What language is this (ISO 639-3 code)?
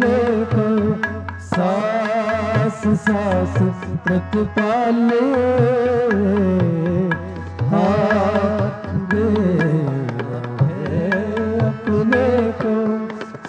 pan